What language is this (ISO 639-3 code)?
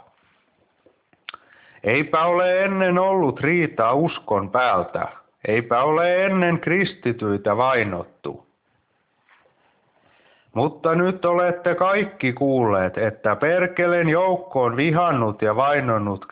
fin